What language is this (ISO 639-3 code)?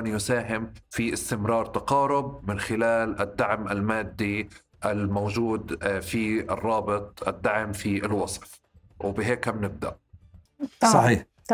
apc